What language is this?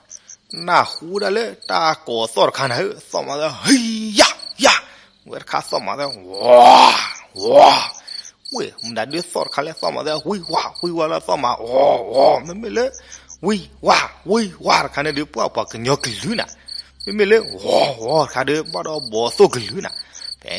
S'gaw Karen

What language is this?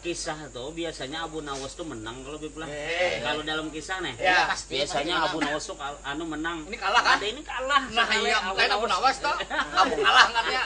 Banjar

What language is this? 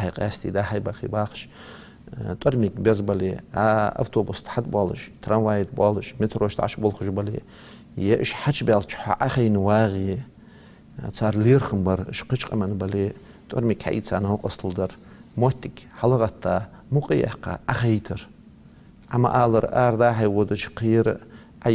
Ingush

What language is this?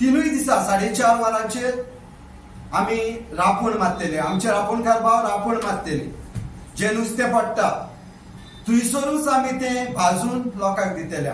Konkani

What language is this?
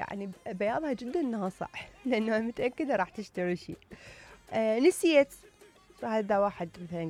Mesopotamian Arabic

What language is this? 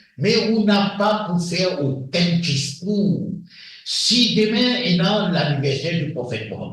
Morisyen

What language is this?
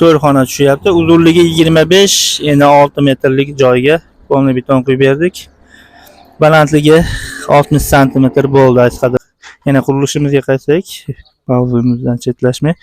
Uzbek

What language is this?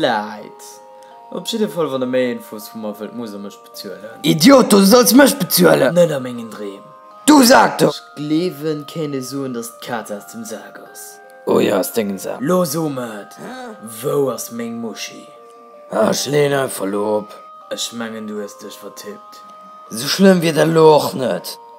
Luxembourgish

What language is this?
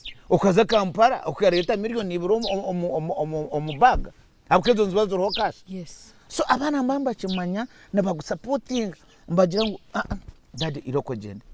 Nyankole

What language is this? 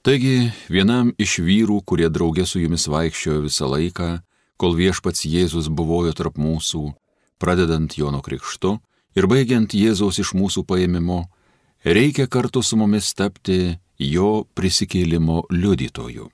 Lithuanian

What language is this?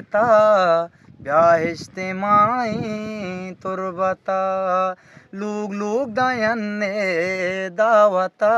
Eastern Balochi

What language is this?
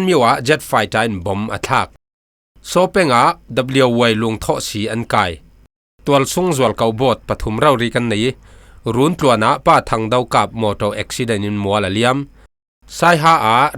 Falam Chin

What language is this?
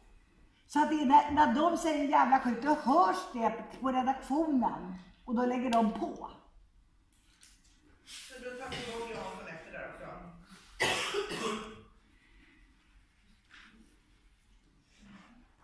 Swedish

